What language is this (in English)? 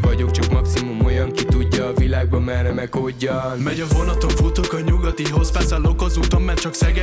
Hungarian